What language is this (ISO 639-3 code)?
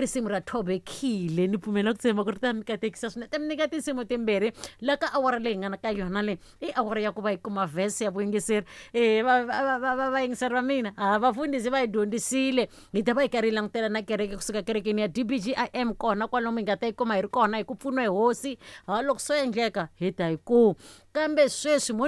tso